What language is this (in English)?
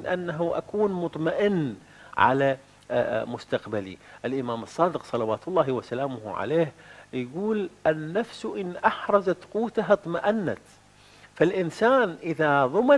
Arabic